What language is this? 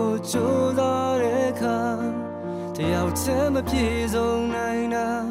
Burmese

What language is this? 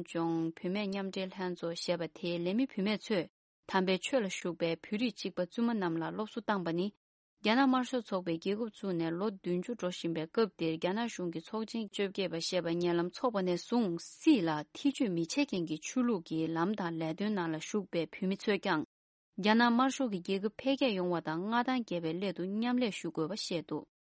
Tibetan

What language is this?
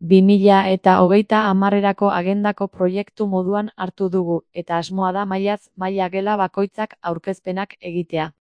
Basque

